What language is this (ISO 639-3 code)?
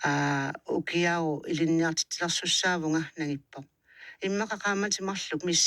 kal